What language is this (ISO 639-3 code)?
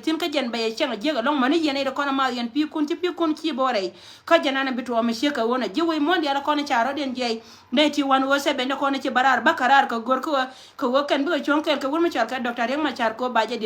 nus